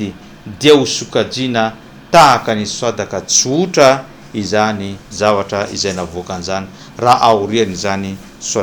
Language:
Malagasy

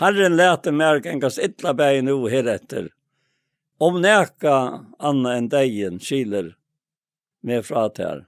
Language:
Faroese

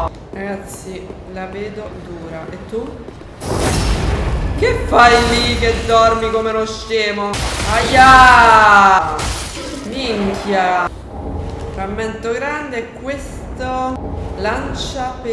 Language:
Italian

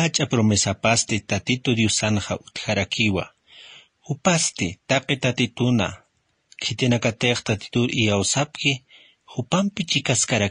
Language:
Aymara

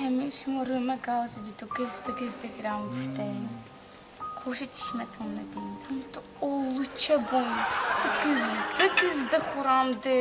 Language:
Tajik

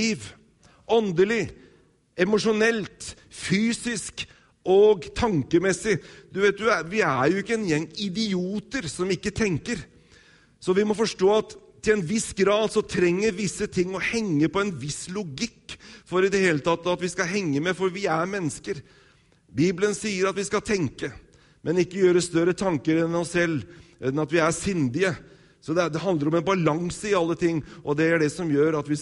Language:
Norwegian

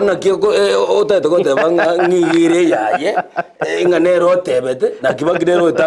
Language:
Gusii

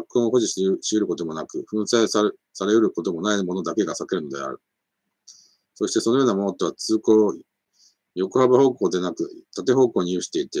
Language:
Japanese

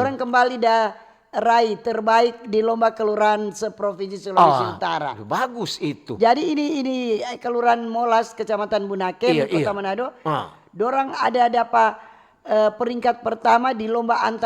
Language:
Manado Malay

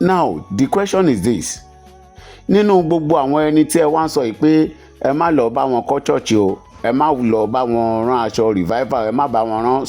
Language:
Yoruba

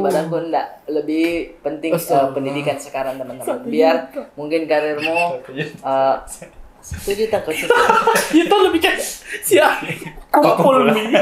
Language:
Makassar Malay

